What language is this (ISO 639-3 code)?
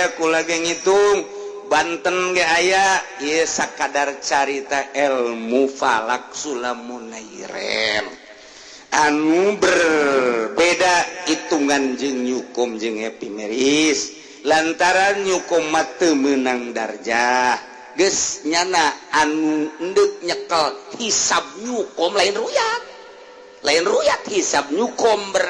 sun